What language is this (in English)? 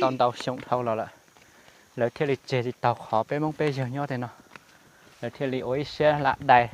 Hmong